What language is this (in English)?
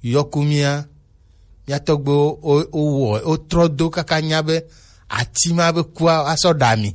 Gen